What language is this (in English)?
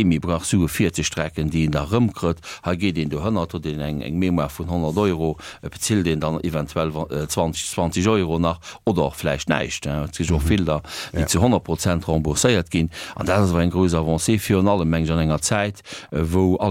Luxembourgish